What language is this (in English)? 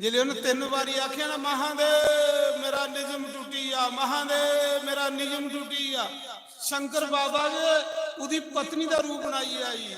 Dogri